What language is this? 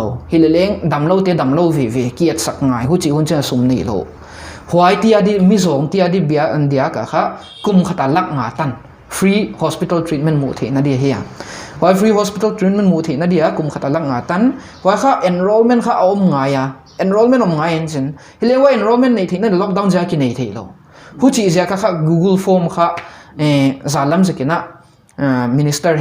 Paite Chin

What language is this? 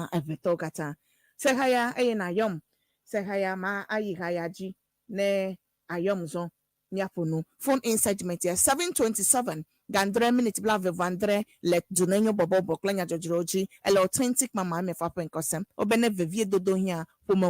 Ewe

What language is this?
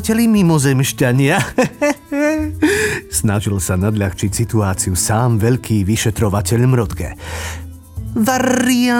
Slovak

